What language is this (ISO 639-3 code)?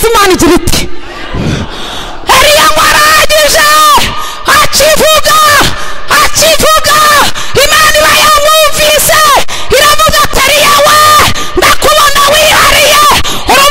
kin